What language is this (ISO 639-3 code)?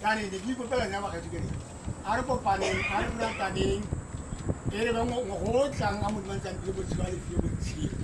tsn